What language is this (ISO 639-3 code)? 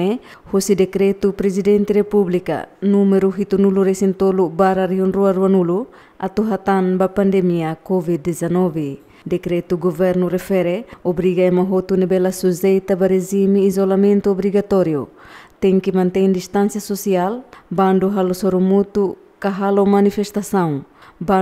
tet